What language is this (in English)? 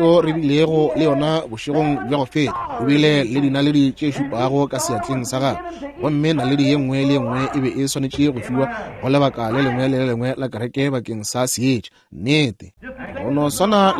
Northern Sotho